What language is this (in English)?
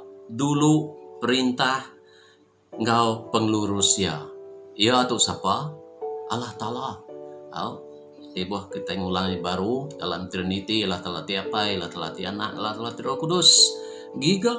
Iban